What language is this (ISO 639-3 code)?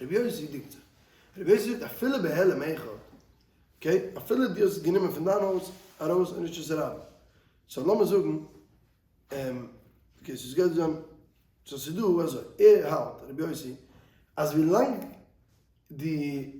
yid